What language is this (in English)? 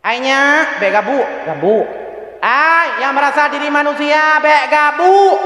Achinese